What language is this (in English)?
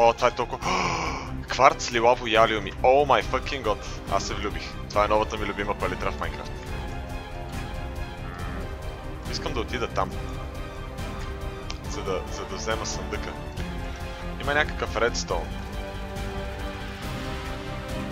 Bulgarian